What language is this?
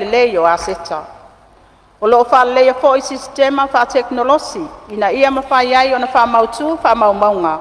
Samoan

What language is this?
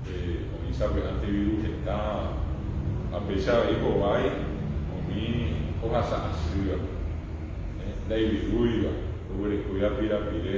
Guarani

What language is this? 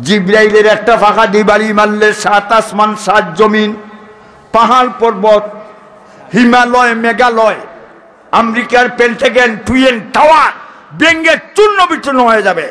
Sylheti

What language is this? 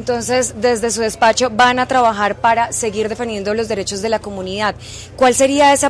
Spanish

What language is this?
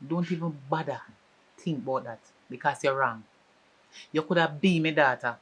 Jamaican Creole English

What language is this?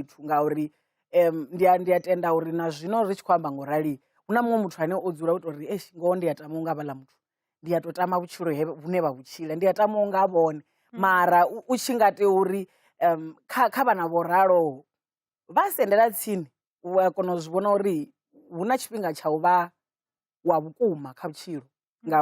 Venda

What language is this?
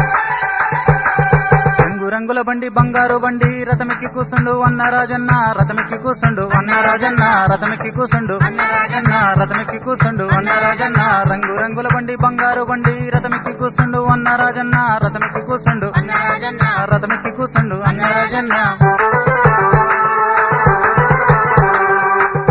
Telugu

